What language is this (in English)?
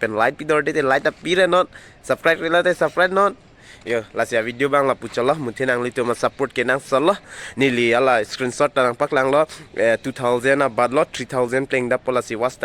Karbi